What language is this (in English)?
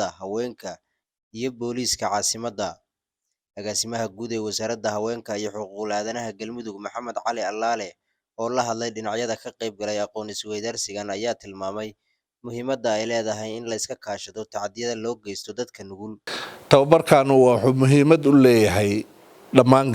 Somali